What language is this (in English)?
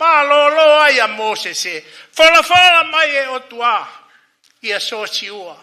Tongan